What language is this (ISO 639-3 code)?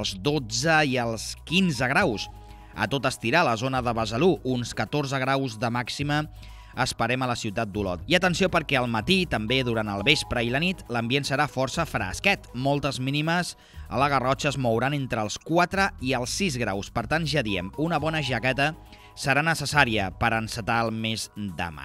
cat